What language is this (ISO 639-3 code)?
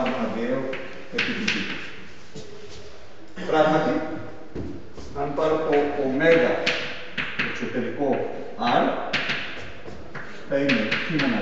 ell